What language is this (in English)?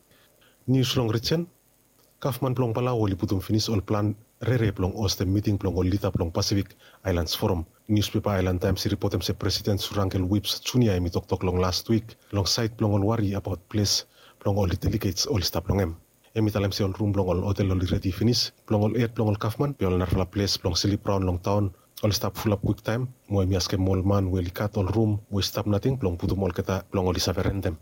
Bislama